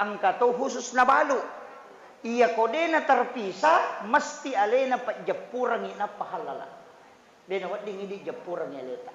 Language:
Buginese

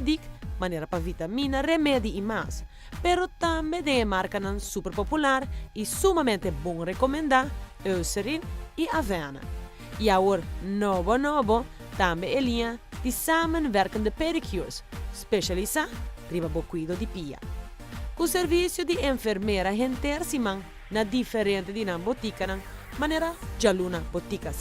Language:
Papiamento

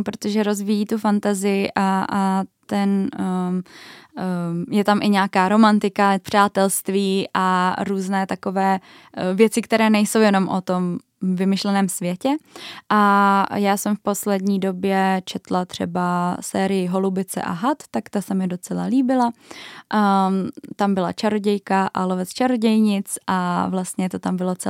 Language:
Czech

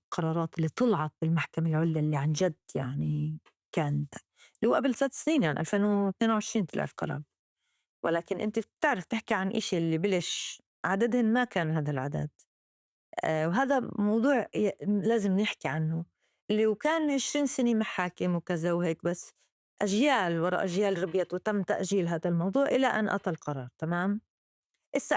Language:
North Levantine Arabic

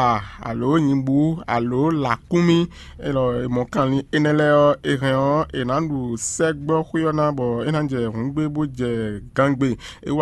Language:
Fon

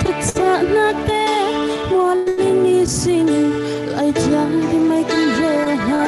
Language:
Falam Chin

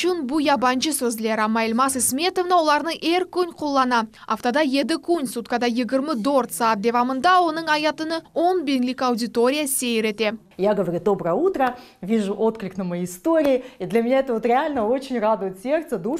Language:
Crimean Tatar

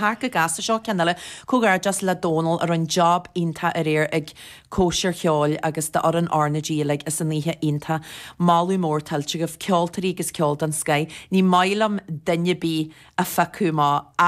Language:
Irish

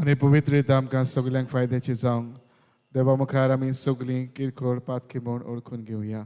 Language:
Konkani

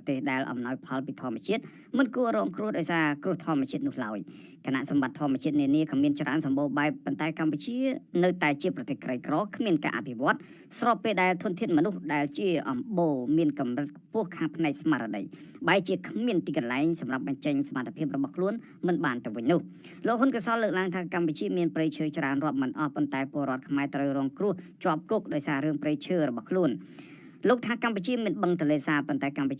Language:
Khmer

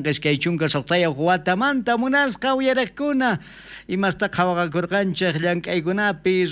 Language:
South Bolivian Quechua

